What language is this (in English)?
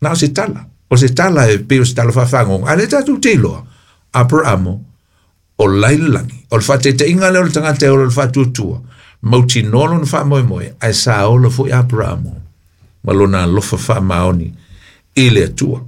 Samoan